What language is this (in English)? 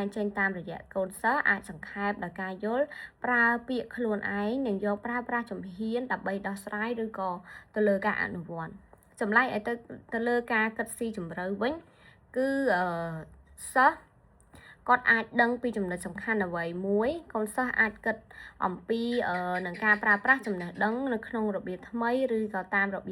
Khmer